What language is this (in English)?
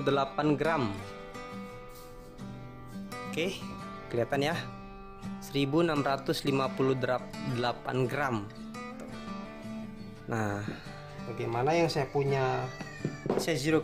Indonesian